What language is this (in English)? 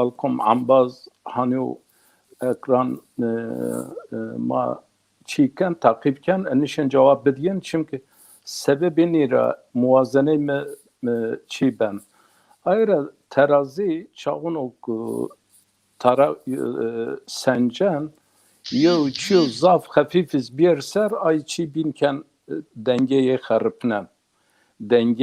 Zaza